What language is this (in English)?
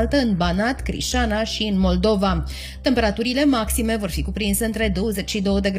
Romanian